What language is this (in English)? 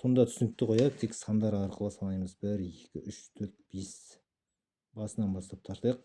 Kazakh